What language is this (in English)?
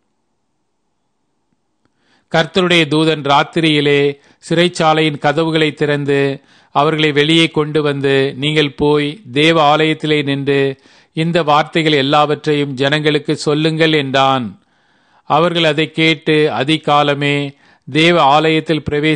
Tamil